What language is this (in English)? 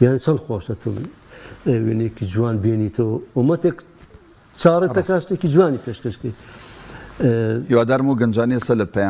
Central Kurdish